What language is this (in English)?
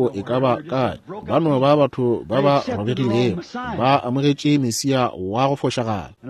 Northern Sotho